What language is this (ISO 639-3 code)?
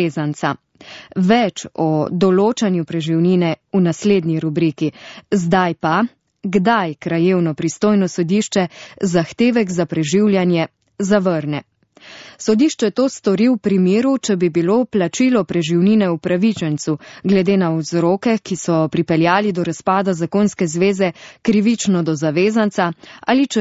slv